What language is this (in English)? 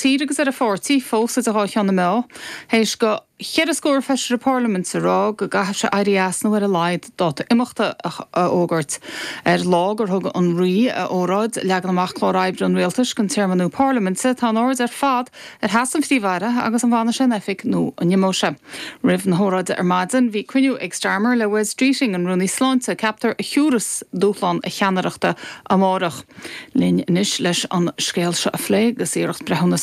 Irish